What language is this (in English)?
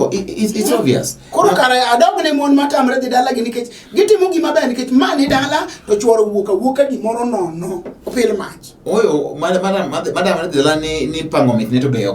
Luo (Kenya and Tanzania)